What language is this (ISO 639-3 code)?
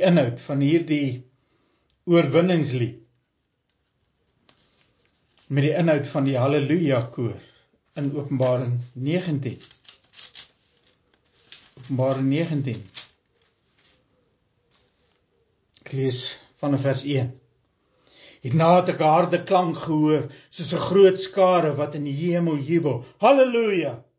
afr